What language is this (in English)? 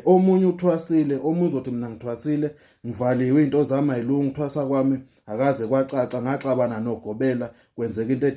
Zulu